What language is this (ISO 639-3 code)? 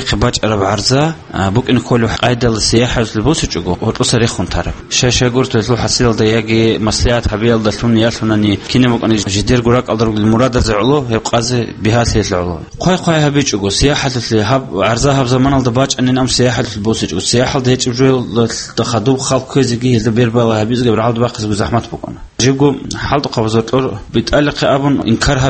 ava